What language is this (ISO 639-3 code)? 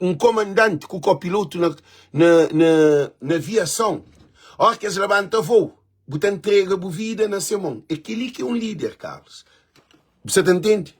kea